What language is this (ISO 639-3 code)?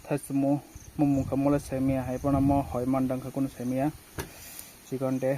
trp